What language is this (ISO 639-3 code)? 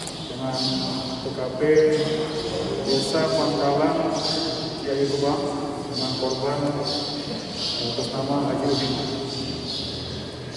ind